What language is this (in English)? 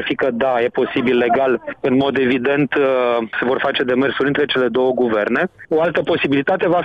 Romanian